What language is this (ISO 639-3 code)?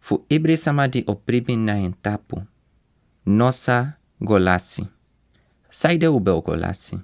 srn